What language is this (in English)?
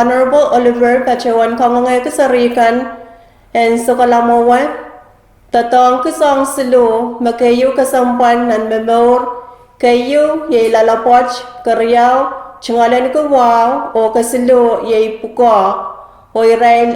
Pohnpeian